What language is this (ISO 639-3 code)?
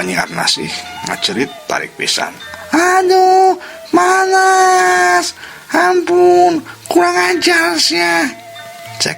sun